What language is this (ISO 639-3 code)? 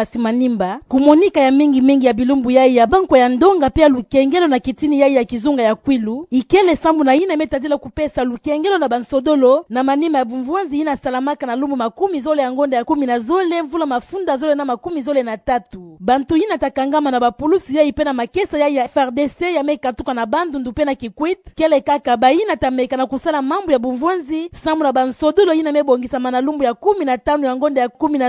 ktu